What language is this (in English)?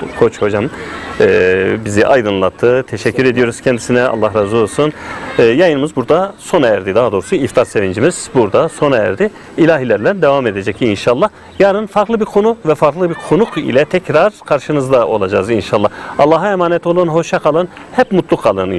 Turkish